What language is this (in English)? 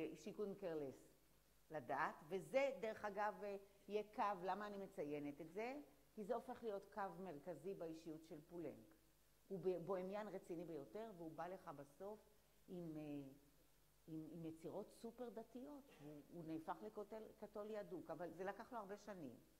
Hebrew